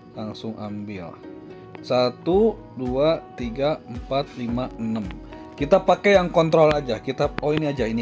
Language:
Indonesian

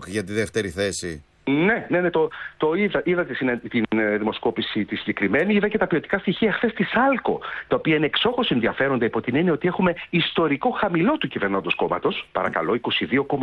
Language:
Greek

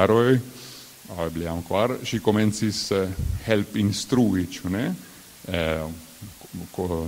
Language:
Esperanto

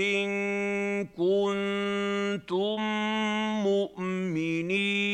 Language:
Arabic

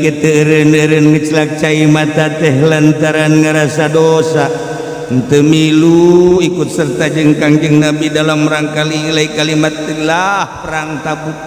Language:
Sundanese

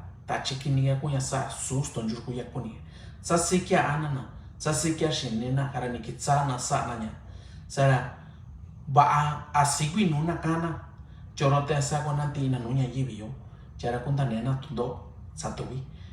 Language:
Mixtepec Mixtec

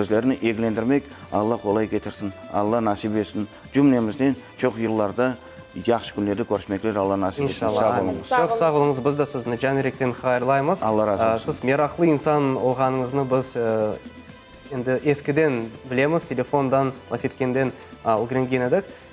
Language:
Crimean Tatar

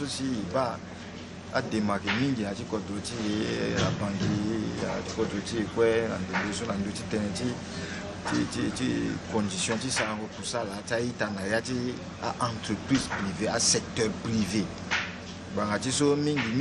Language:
Sango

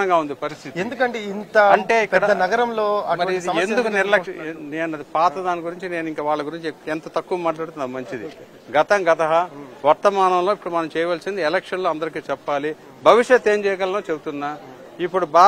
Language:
Telugu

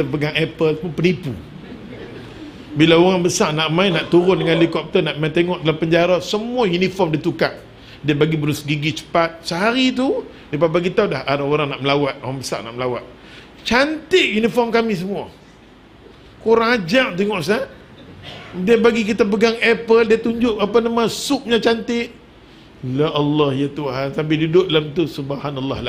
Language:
Malay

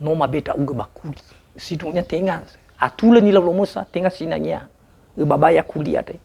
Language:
Nias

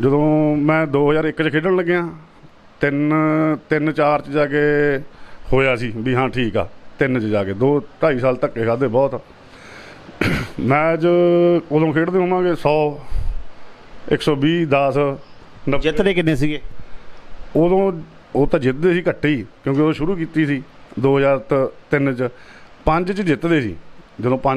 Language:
Punjabi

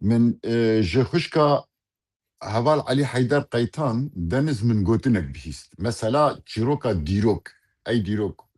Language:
Kurdish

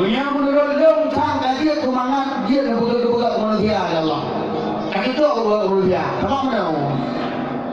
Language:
Achinese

